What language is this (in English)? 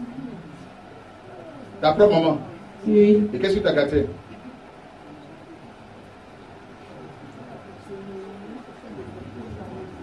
French